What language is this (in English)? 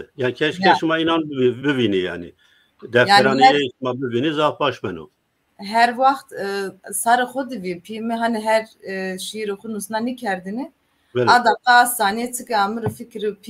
Zaza